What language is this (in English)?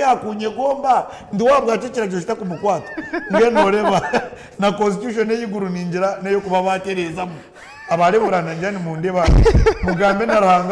Nyankole